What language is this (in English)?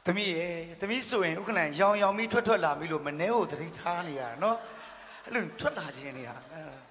Burmese